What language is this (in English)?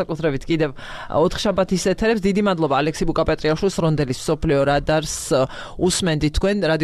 Georgian